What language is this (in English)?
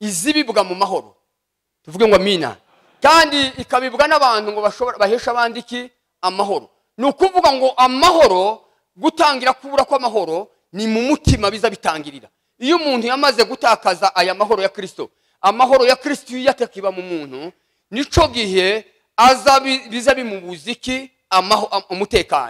Kinyarwanda